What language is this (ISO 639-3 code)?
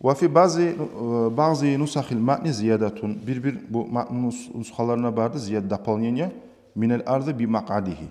kum